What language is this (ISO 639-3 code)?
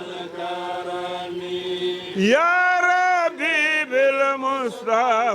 ful